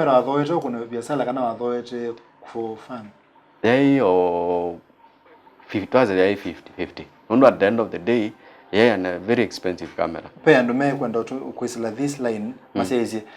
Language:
Kamba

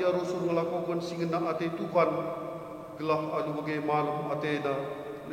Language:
Batak Karo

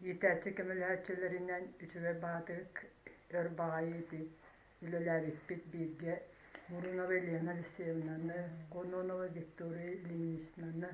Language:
Yakut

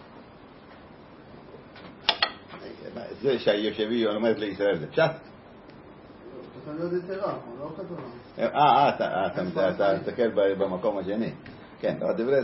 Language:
Hebrew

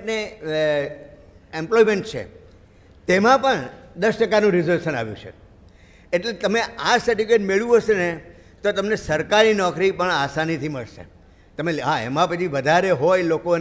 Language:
Gujarati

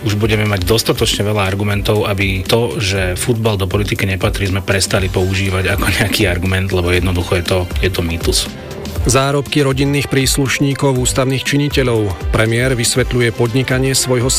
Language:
Slovak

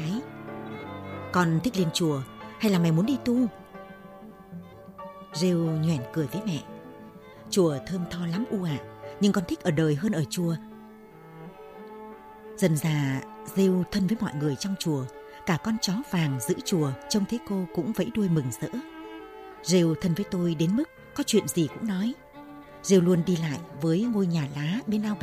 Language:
Vietnamese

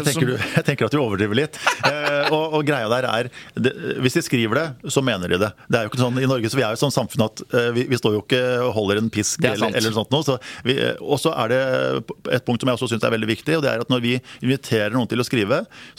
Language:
Norwegian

